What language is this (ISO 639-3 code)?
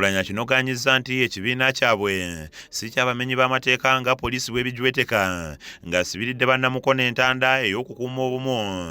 lug